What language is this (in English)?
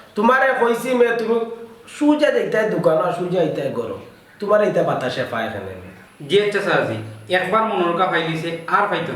Sylheti